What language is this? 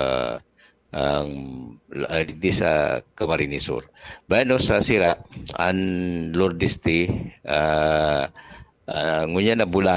Bikol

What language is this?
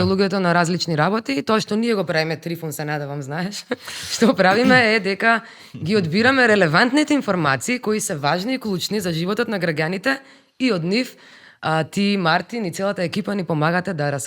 Macedonian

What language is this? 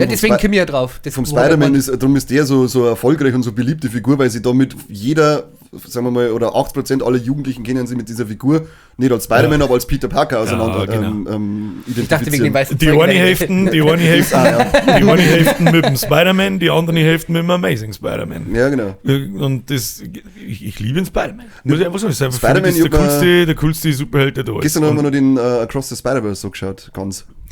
Bavarian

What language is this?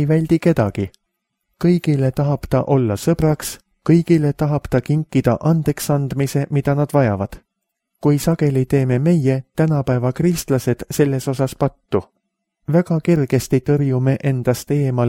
Estonian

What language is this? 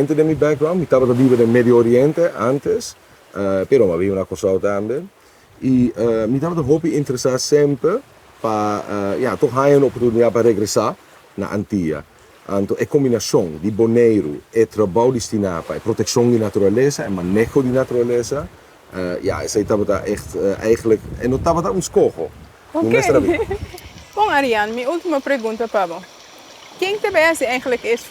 Papiamento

